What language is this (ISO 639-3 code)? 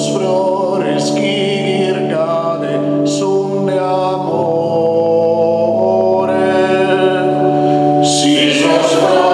srd